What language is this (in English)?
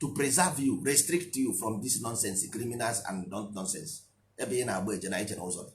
Igbo